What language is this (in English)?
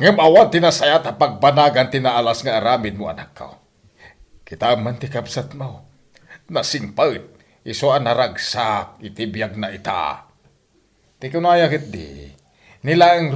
Iloko